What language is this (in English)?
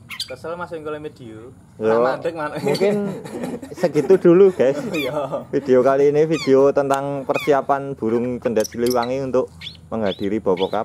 Indonesian